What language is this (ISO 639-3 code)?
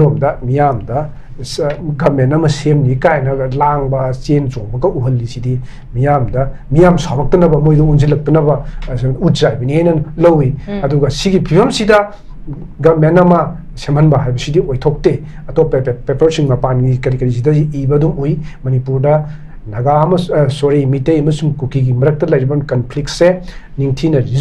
mni